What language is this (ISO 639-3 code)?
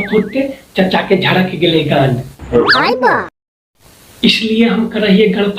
mag